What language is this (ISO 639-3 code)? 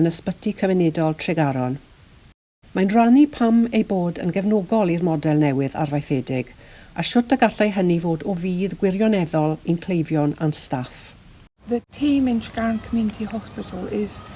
cym